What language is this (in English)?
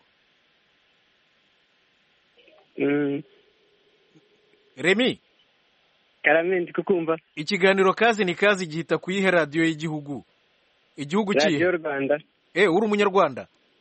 Kinyarwanda